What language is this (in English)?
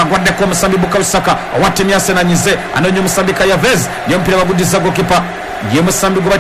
Ganda